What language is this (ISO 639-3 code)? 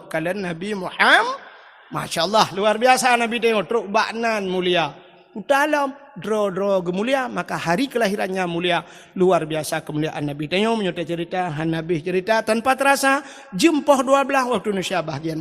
ace